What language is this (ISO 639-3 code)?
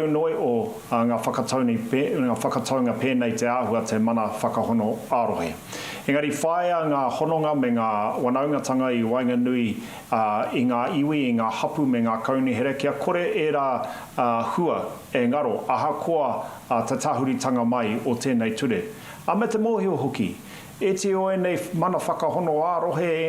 mri